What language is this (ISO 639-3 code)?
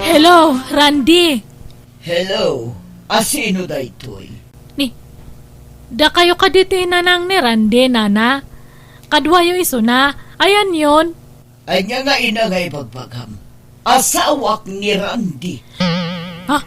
ilo